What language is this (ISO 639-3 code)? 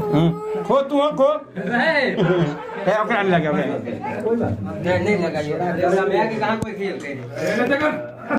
mai